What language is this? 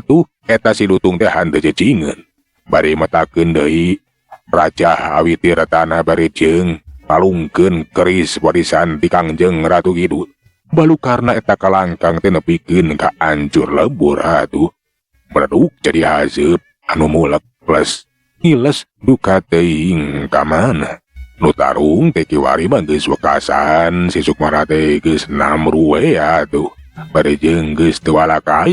Sundanese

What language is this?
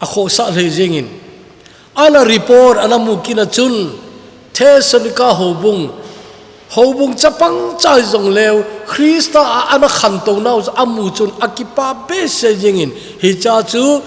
Thado Chin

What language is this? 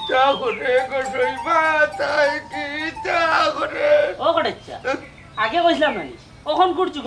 Sylheti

